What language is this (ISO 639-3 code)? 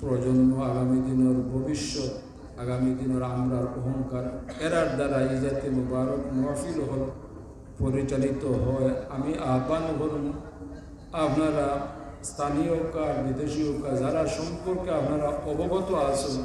syl